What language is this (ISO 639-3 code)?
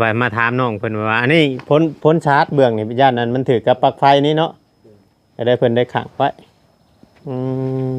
tts